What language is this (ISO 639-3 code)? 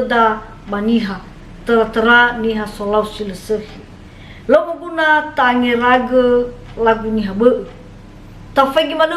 nia